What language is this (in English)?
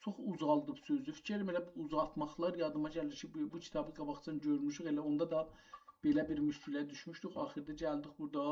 South Azerbaijani